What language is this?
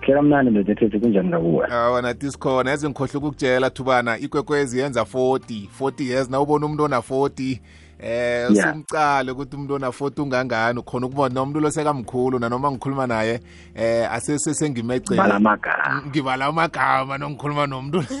South Ndebele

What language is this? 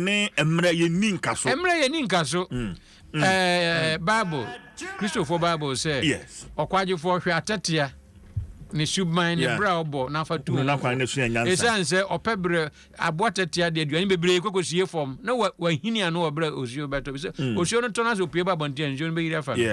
Akan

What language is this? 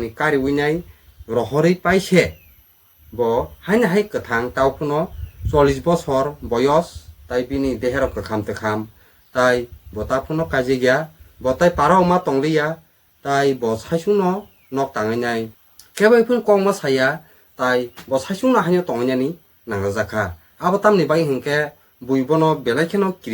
Kok Borok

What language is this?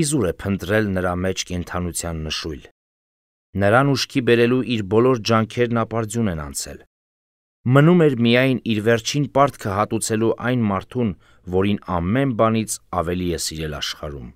Armenian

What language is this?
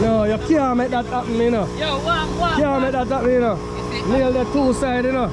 Jamaican Creole English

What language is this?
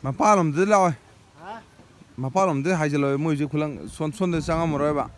Manipuri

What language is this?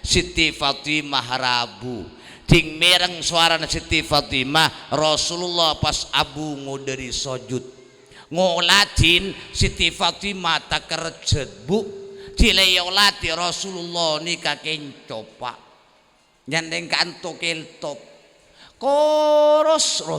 Madurese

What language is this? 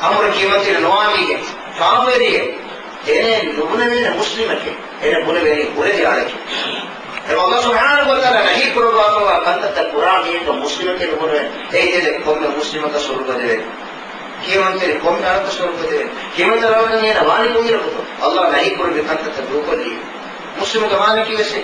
Divehi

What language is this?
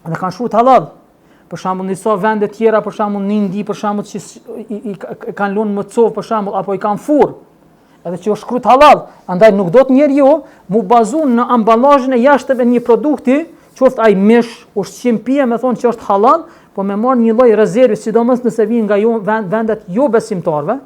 Albanian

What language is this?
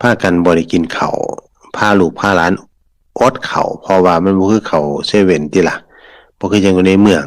Northeastern Thai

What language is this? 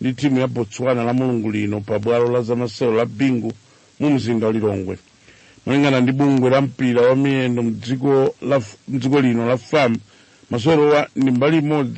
Nyanja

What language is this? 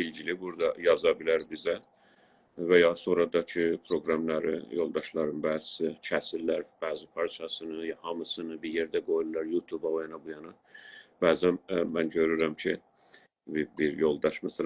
South Azerbaijani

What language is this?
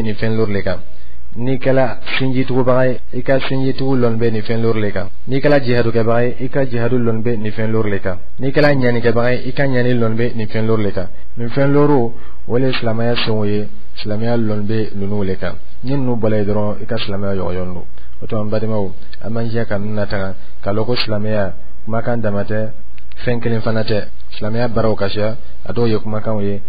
Dyula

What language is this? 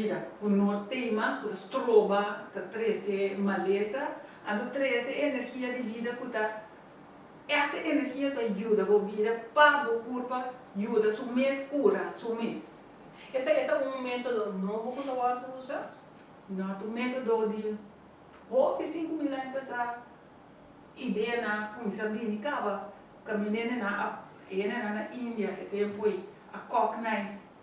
Papiamento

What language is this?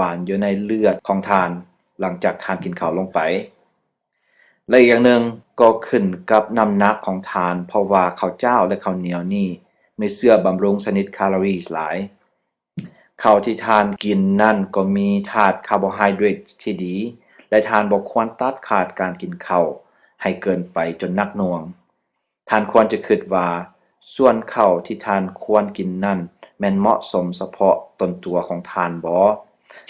Lao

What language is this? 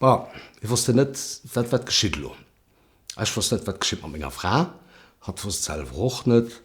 Luxembourgish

